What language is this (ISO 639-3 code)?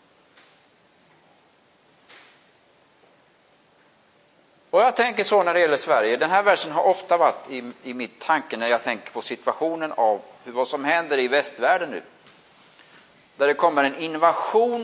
swe